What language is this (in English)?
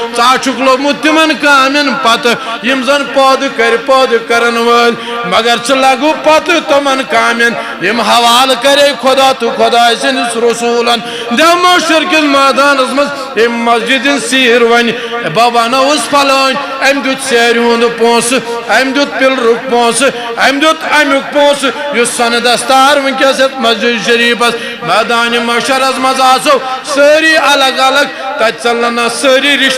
Kashmiri